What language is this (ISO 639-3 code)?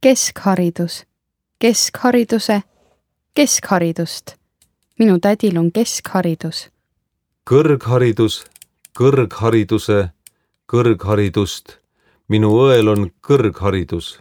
est